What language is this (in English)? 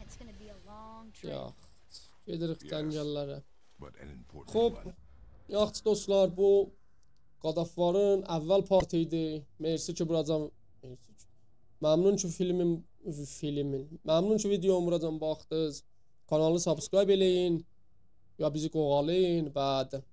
South Azerbaijani